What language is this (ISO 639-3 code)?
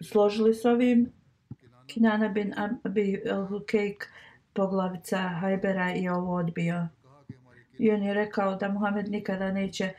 bos